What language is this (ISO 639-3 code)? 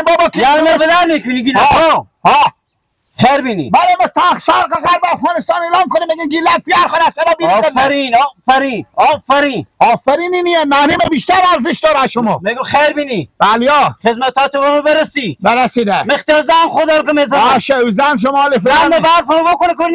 haz